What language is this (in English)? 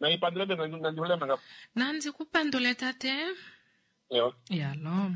Kuanyama